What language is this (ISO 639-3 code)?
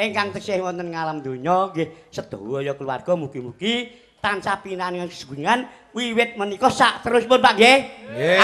jav